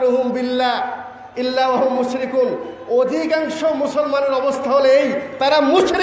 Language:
Bangla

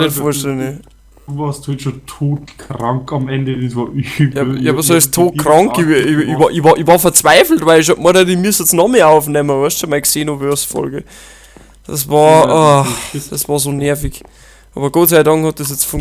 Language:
Bavarian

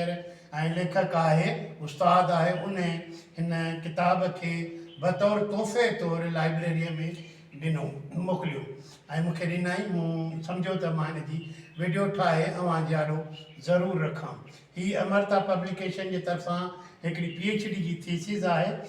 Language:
Sindhi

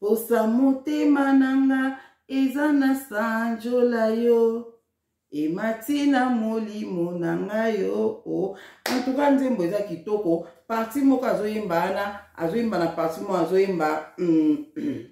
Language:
Lingala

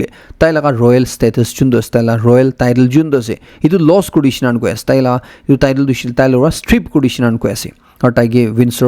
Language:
Naga Pidgin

